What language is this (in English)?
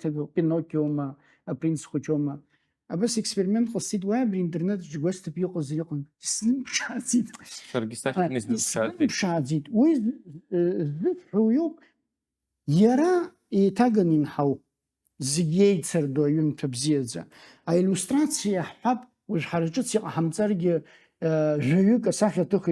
Abkhazian